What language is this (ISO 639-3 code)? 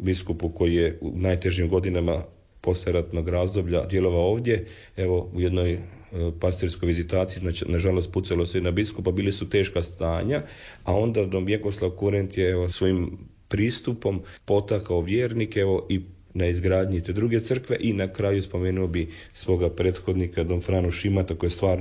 hrv